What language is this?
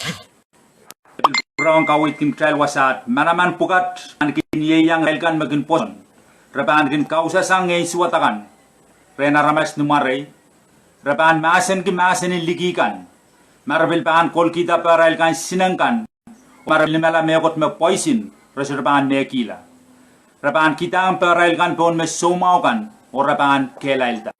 Pohnpeian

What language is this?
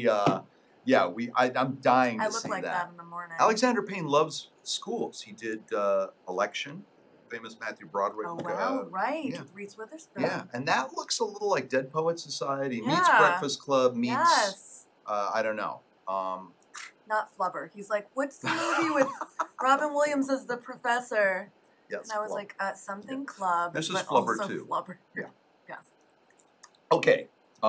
English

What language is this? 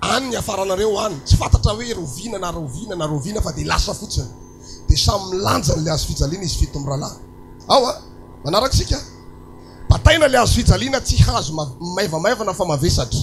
Malagasy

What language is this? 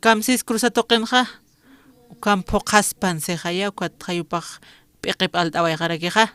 Aymara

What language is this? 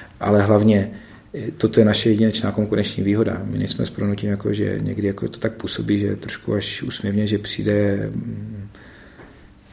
Czech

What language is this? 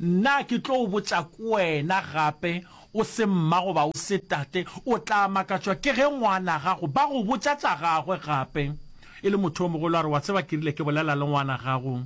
Northern Sotho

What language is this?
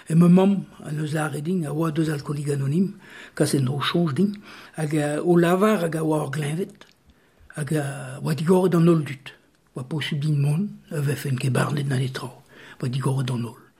Breton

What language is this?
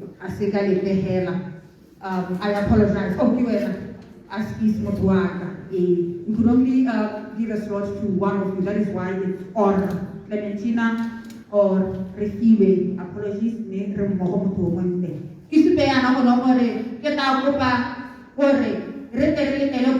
Tswana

